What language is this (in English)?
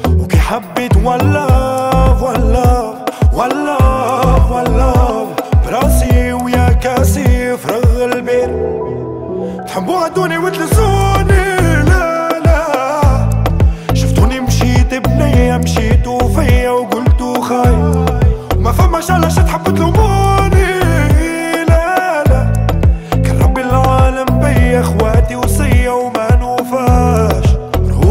Tunisian Arabic